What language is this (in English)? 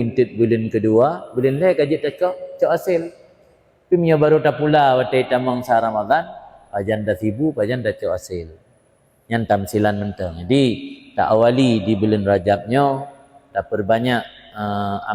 Achinese